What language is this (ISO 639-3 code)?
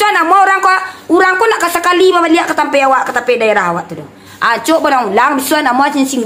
min